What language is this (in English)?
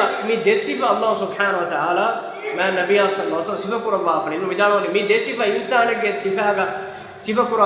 Divehi